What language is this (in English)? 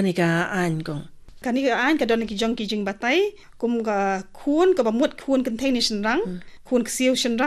Khasi